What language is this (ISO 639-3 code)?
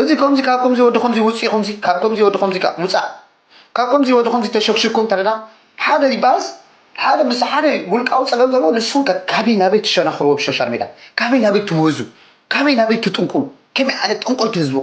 tir